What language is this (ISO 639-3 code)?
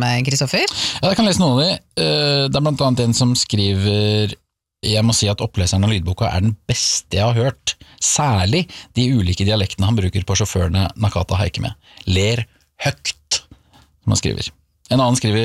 nor